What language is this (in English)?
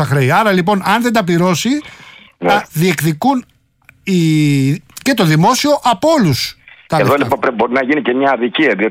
Greek